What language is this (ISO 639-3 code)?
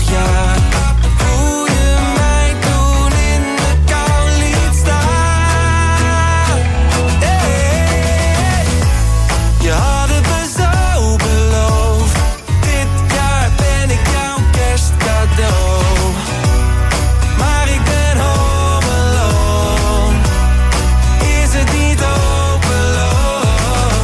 nld